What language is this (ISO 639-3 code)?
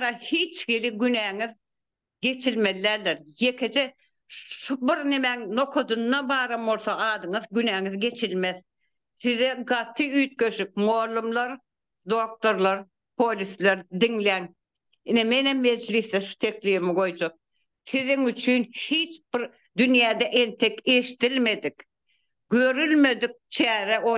tuk